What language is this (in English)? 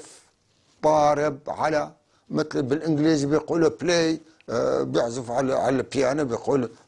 North Levantine Arabic